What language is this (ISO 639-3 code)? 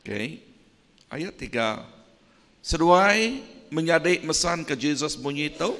iba